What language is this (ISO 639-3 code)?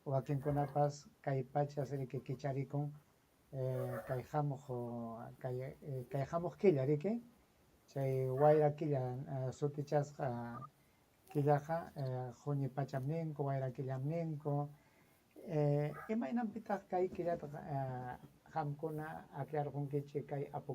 quy